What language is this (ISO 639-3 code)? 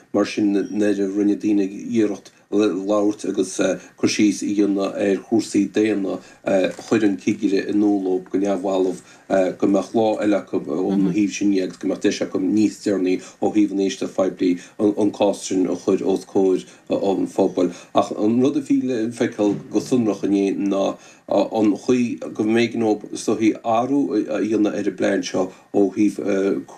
gle